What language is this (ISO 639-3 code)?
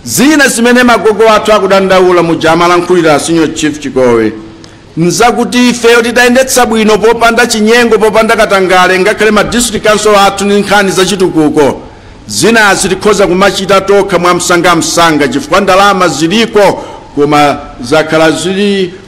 nya